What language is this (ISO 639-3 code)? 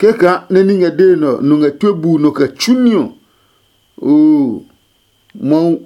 ada